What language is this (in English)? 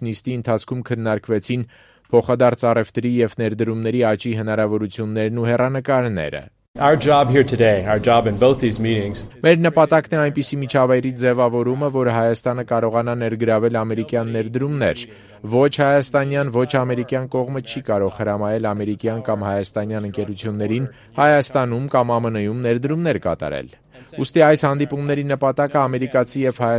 Armenian